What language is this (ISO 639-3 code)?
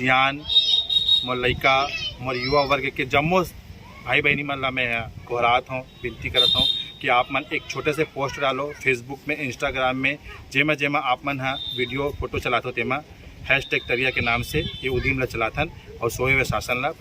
hne